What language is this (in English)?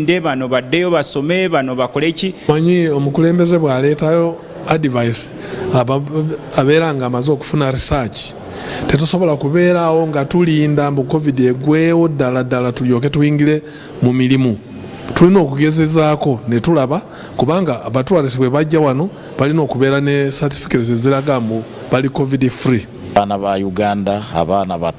Ganda